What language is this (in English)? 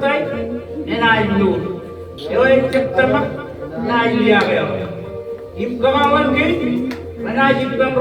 Marshallese